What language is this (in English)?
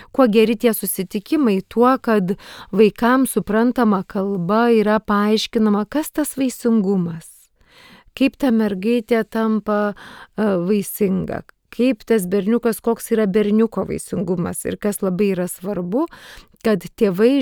Lithuanian